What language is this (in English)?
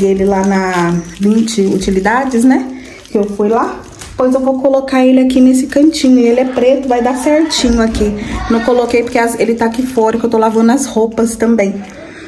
Portuguese